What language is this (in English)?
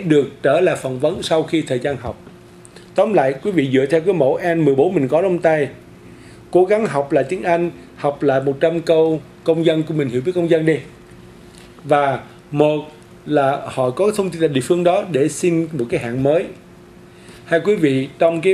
Vietnamese